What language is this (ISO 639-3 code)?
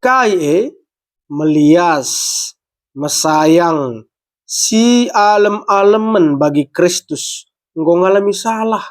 btx